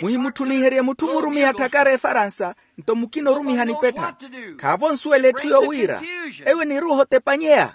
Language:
Makhuwa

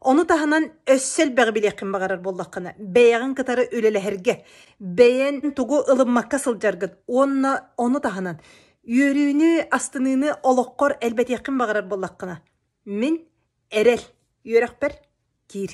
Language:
Yakut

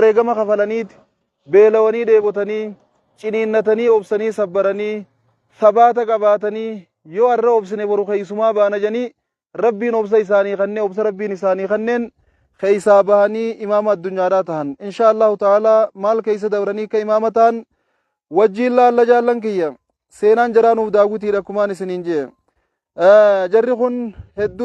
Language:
Oromo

